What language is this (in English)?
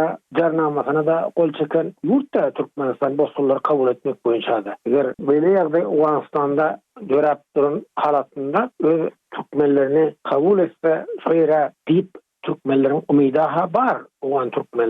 Turkmen